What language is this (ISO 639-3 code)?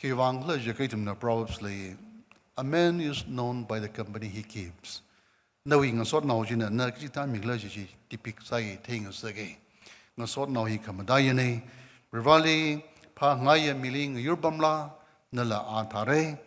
nmf